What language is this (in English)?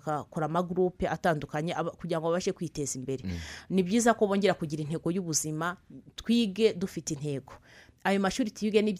Kinyarwanda